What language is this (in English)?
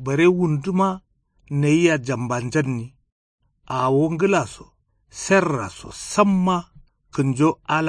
Kanuri